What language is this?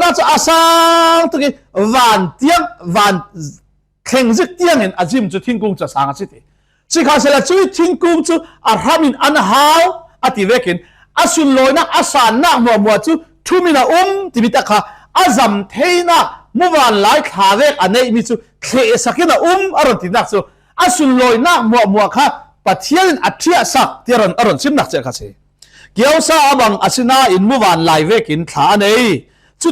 Falam Chin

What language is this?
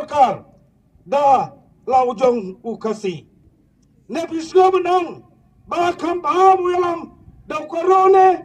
Khasi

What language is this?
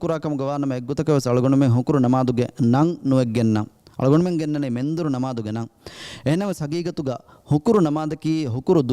Divehi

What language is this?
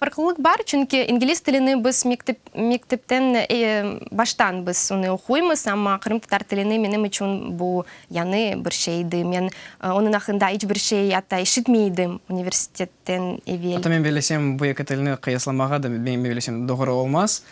Crimean Tatar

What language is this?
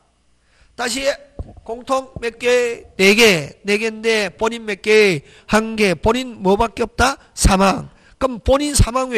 Korean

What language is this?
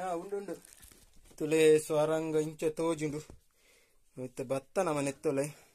Tulu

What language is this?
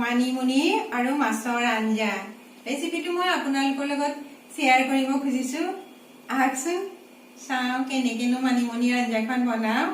Assamese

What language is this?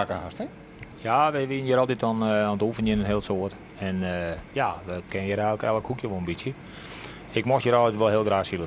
Western Frisian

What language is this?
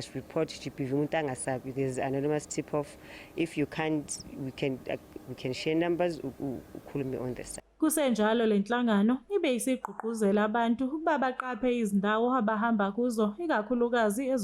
Zulu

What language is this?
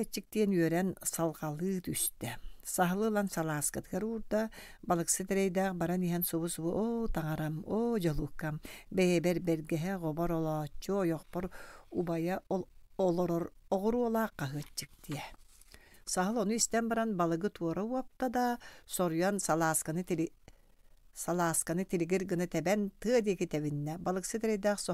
Yakut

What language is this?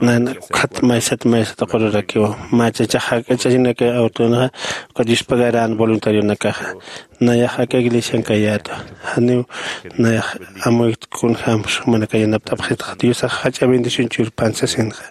Aymara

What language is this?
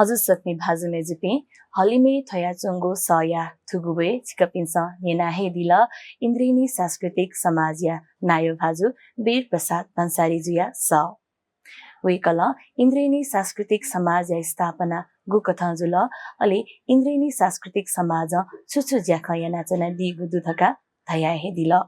Newari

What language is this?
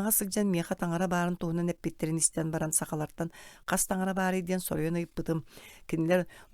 Yakut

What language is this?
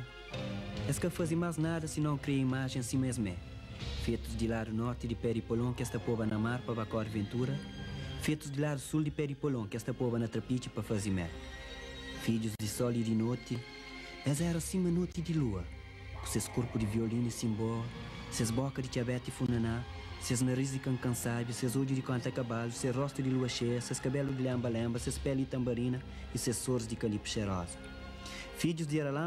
Kabuverdianu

